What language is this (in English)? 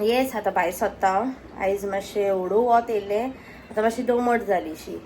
Konkani